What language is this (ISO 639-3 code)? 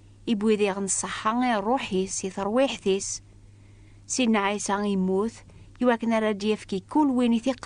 kab